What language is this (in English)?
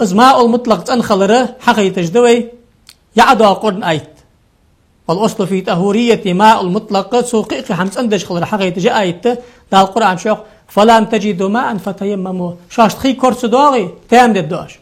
Ingush